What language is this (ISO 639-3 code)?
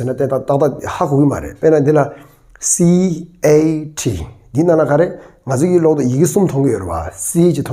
bod